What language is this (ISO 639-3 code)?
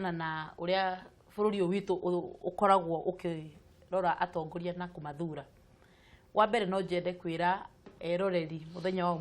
kik